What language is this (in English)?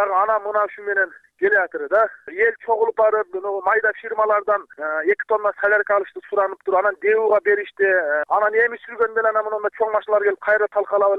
Kyrgyz